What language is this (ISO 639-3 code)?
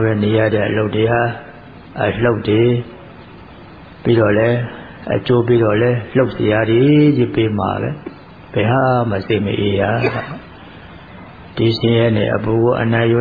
mya